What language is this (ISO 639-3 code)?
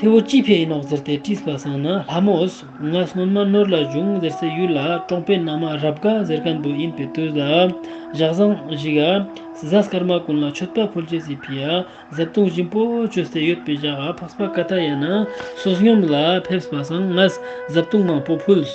lbj